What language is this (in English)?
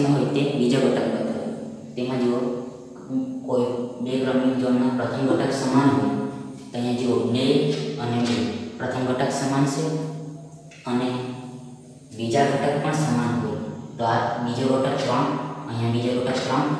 Gujarati